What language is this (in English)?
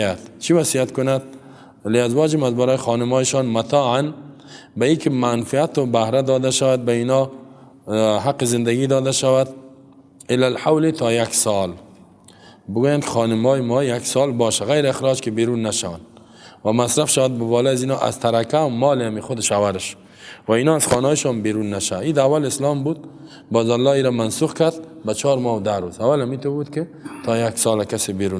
Persian